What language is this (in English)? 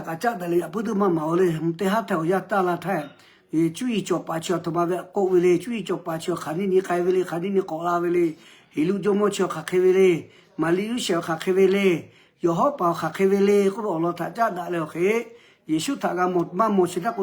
Lahu